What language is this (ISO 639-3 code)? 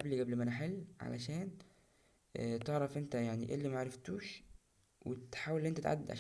arz